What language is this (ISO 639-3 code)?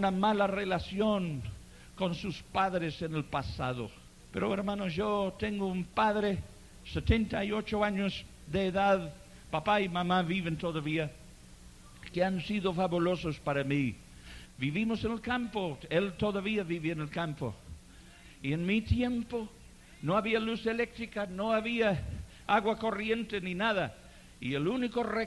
spa